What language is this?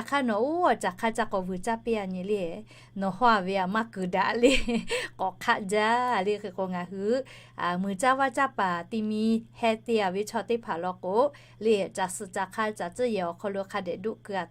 Lahu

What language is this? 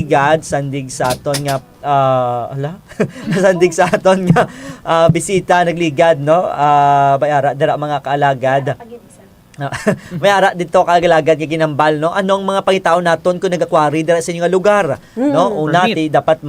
Hiligaynon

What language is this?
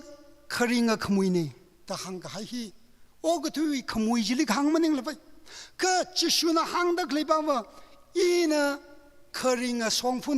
Tangkhul Naga (India)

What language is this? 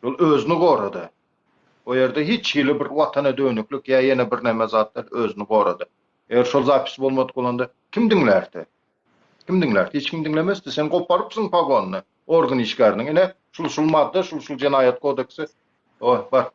Turkmen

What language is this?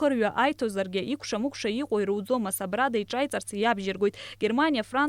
Abkhazian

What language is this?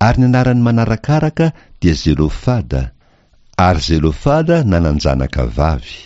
Malagasy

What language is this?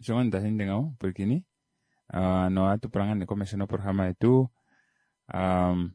Kuanyama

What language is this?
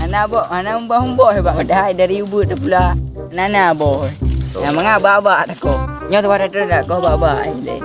Achinese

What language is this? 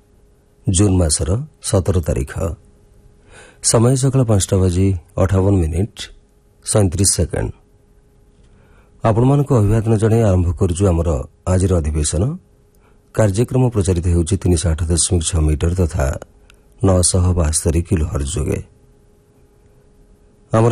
Odia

